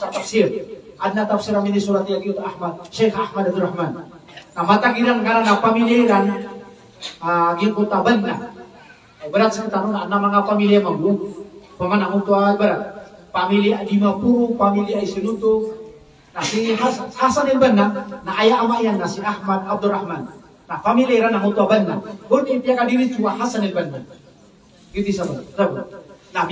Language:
Maranao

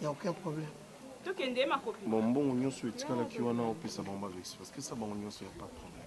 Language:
Lingala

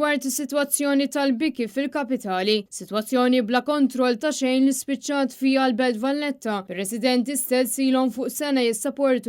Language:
Maltese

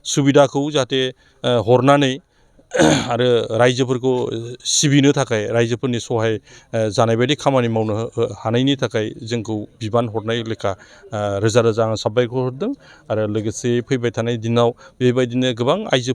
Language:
Bodo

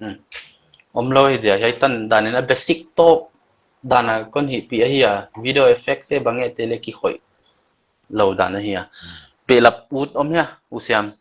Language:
Paite Chin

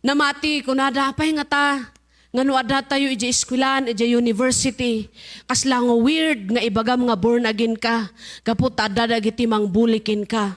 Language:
Iloko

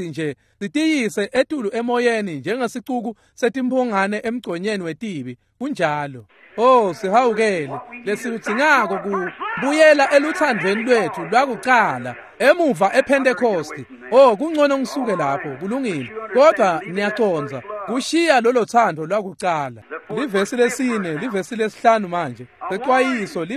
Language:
Swati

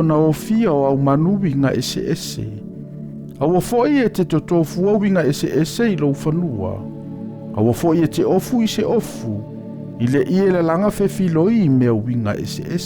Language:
Samoan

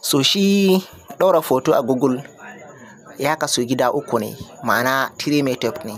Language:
Hausa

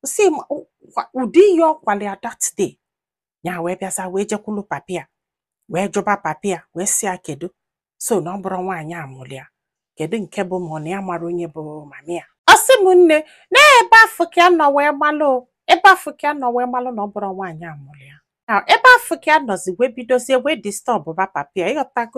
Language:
Igbo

